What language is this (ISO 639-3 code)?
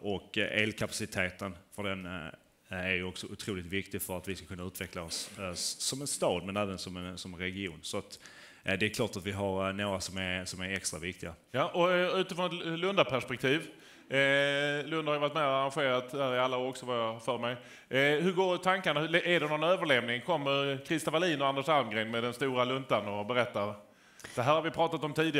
swe